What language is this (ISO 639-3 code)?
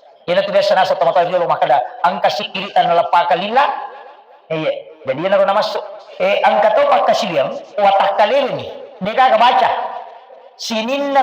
bug